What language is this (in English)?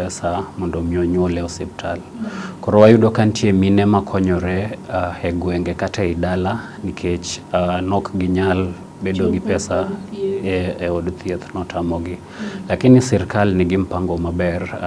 Luo (Kenya and Tanzania)